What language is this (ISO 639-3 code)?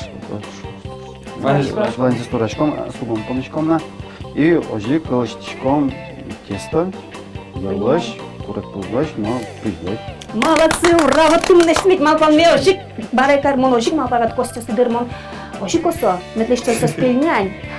udm